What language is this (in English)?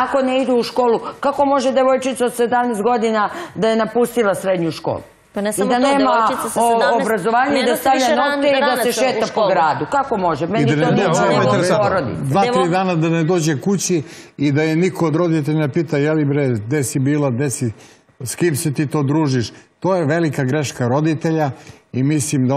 Serbian